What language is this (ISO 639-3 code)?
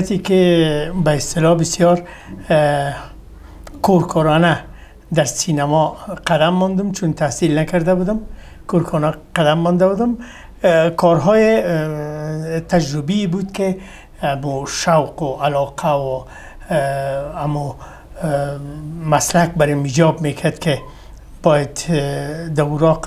fas